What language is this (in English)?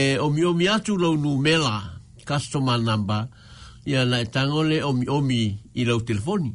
Samoan